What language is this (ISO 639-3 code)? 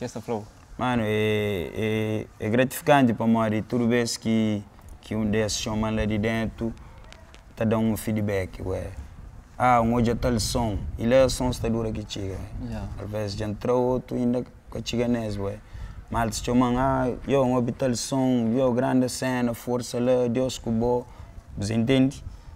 kea